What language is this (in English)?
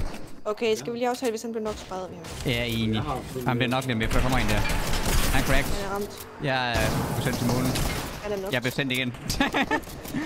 Danish